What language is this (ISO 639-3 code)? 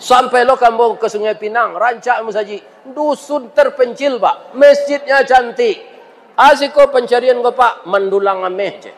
min